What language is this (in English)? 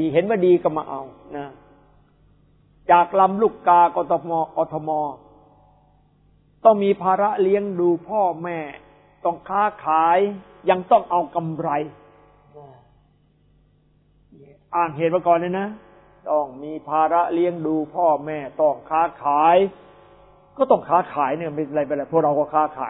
Thai